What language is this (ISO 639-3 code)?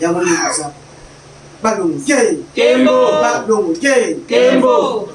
lin